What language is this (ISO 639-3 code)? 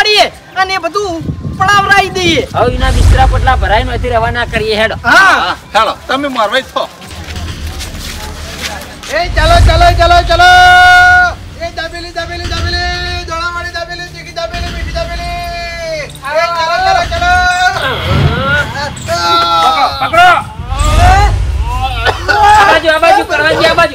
guj